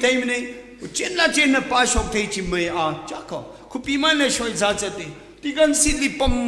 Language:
Tangkhul Naga (India)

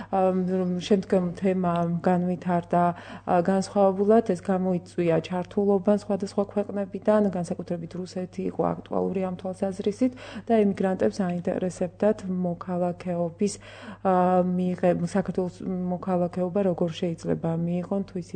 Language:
Georgian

